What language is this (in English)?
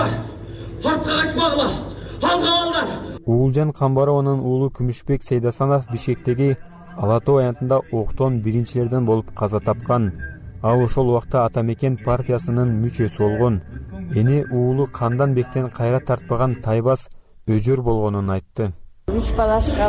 Kyrgyz